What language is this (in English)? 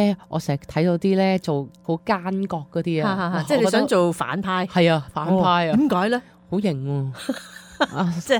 Cantonese